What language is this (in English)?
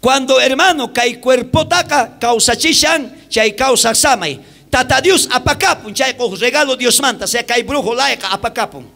South Bolivian Quechua